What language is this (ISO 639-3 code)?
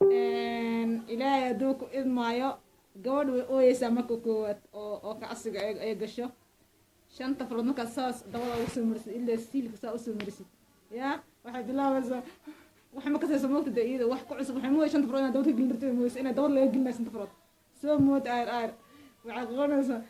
som